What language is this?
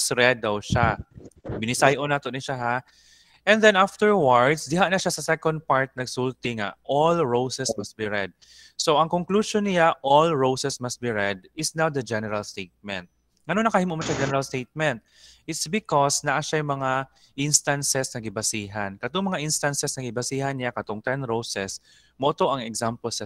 Cebuano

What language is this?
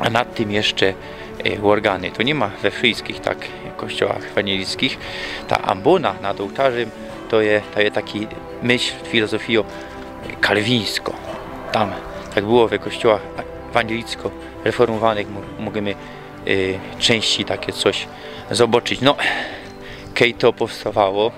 Silesian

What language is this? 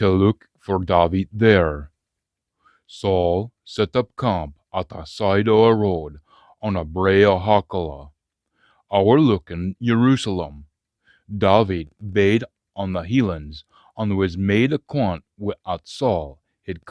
Scots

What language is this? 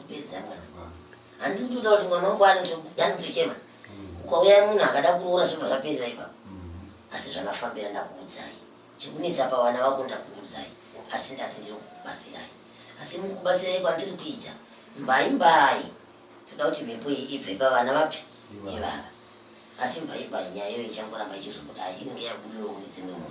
Shona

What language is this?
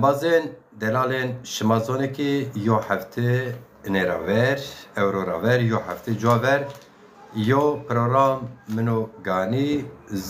Zaza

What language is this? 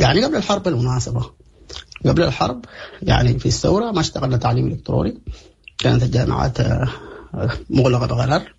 Sudanese Arabic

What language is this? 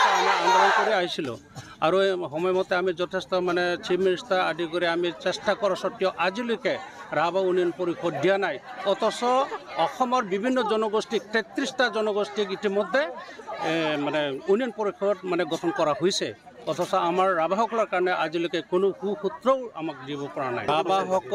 Assamese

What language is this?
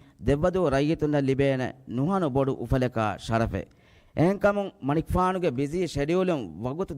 Divehi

